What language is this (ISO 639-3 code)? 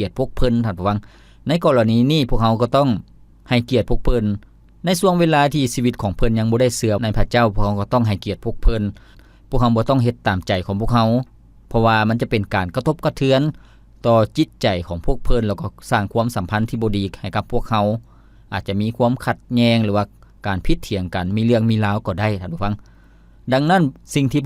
lao